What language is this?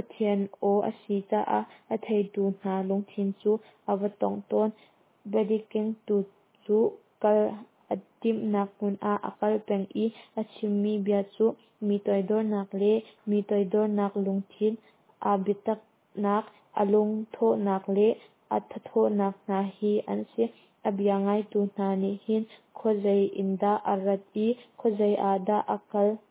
Hakha Chin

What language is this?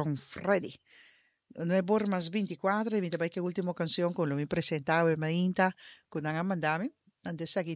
Papiamento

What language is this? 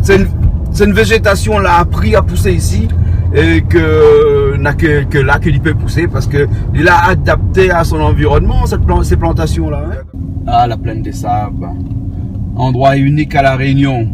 Réunion Creole French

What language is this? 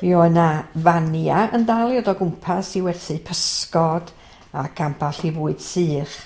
Welsh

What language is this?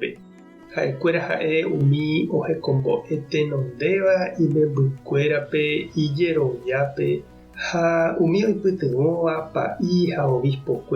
Guarani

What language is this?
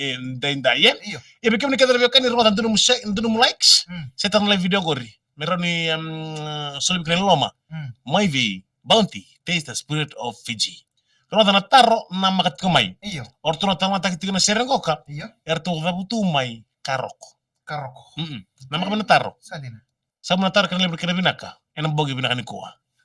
Fijian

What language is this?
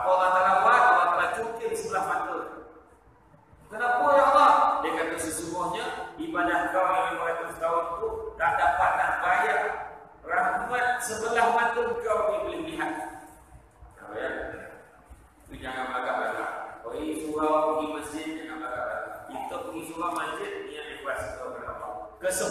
Malay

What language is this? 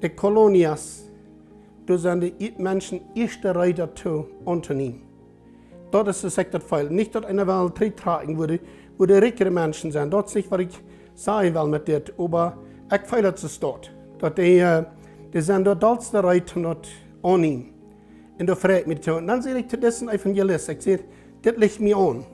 Plautdietsch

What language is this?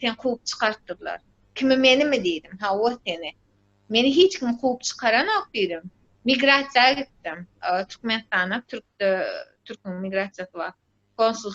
Turkmen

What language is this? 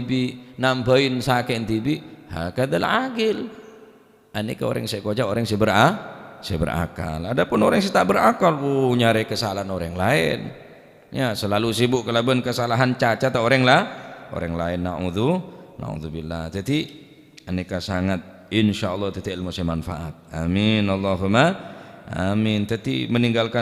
Madurese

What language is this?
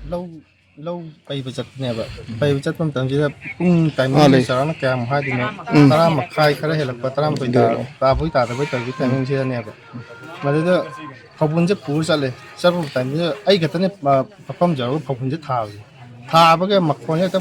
Manipuri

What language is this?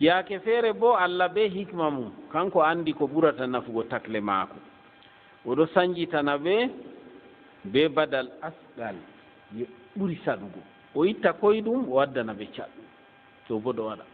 Fula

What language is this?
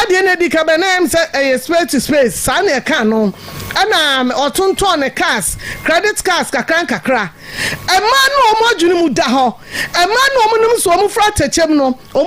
Akan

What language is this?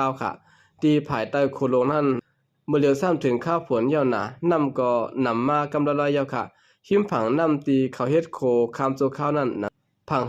Shan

